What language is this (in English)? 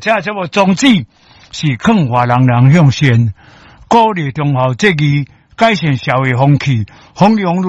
Min Nan Chinese